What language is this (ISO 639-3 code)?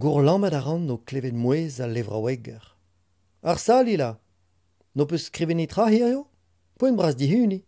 bre